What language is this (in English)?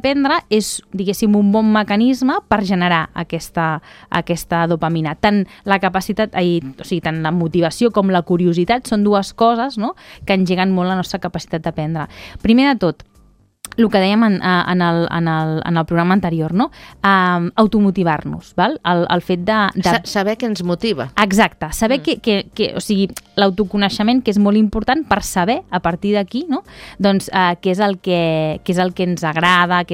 Catalan